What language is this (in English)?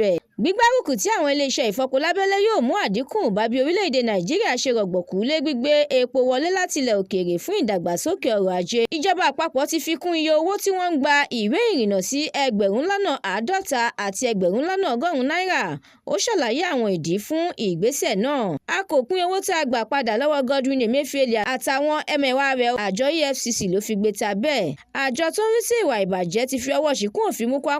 Yoruba